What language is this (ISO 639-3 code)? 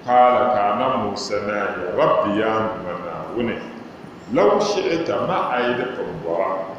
dag